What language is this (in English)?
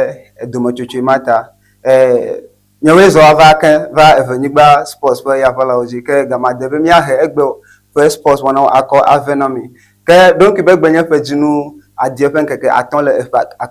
Ewe